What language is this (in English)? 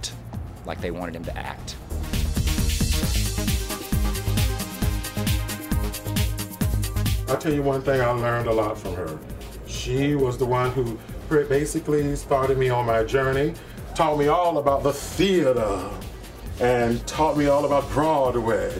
English